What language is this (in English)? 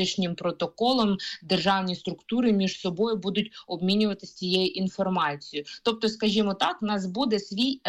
Ukrainian